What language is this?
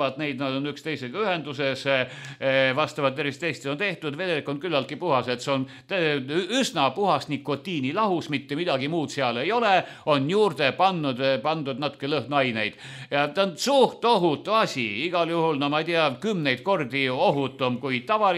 Estonian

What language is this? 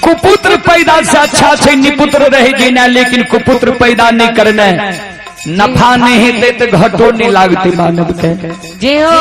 Maithili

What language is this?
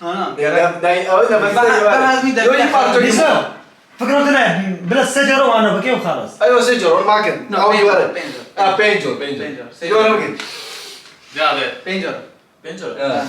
Kurdish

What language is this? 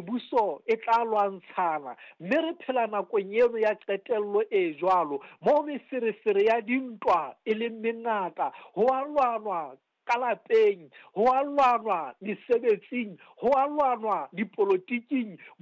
Southern Sotho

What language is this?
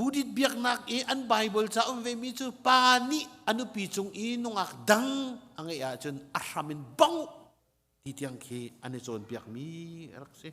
Hakha Chin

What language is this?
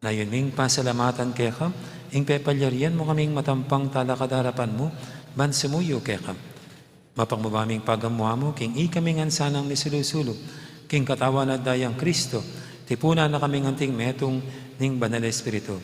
Pampanga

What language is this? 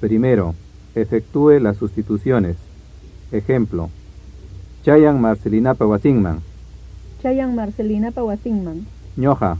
Ayacucho Quechua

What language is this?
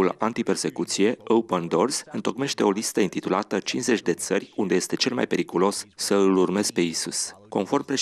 Romanian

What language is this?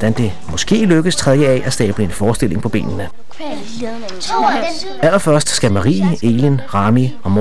Danish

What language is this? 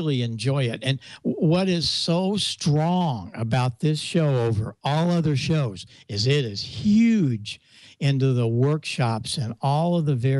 English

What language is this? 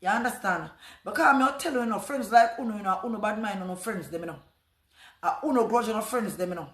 Jamaican Creole English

